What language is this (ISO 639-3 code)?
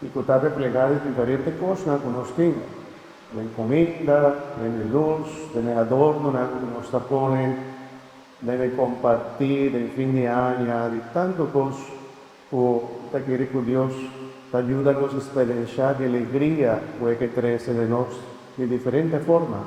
pap